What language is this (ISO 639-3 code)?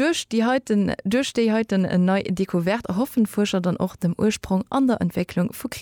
ltz